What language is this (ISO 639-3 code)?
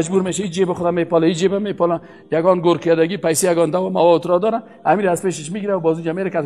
fas